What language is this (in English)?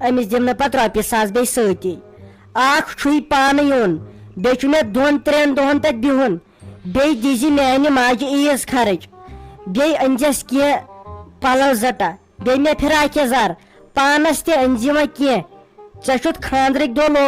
Kashmiri